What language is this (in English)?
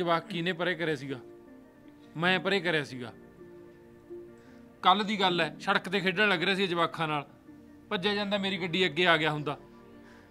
Punjabi